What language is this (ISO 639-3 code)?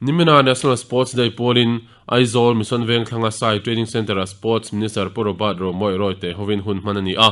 lus